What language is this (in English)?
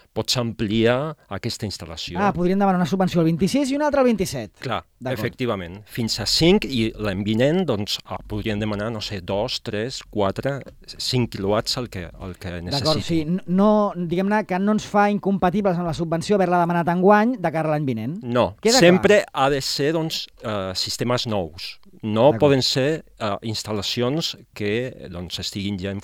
Catalan